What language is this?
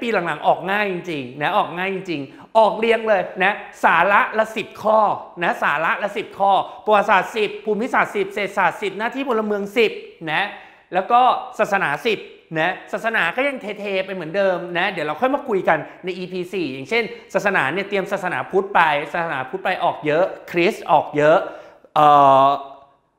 Thai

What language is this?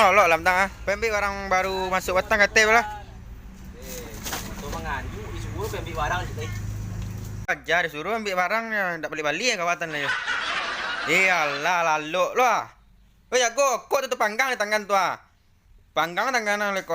Minangkabau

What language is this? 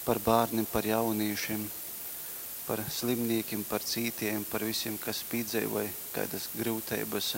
Latgalian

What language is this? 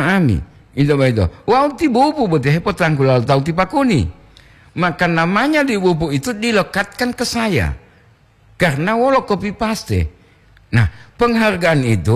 Gorontalo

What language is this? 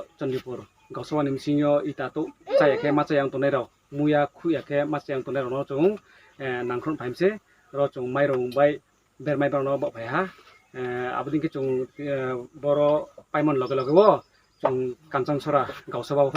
Riang (India)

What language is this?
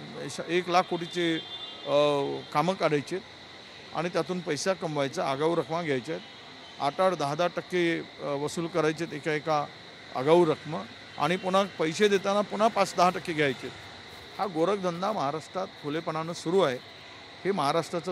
Marathi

